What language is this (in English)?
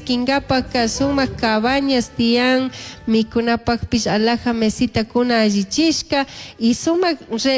Chimborazo Highland Quichua